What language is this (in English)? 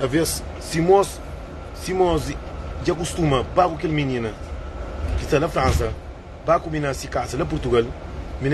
Kabuverdianu